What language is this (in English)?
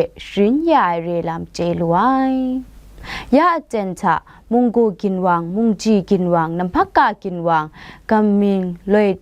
Kachin